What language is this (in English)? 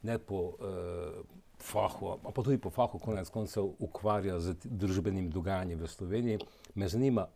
Slovenian